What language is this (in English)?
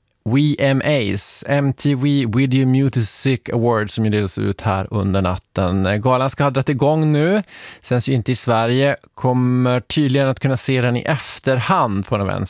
Swedish